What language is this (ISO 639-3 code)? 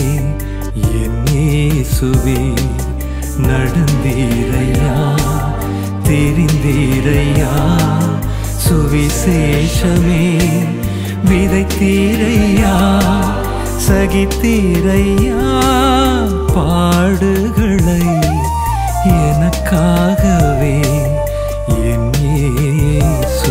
tam